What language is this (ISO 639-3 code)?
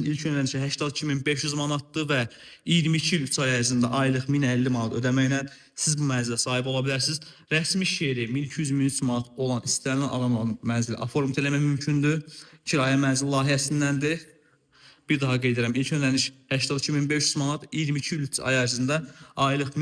aze